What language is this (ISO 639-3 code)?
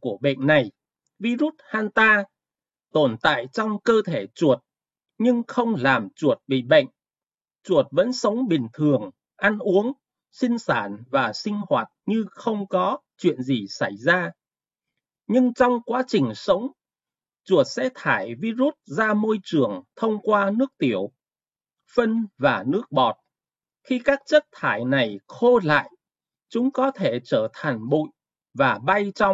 vie